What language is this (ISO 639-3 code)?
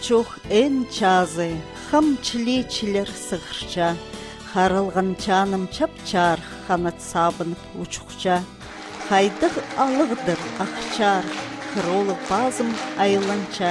kjh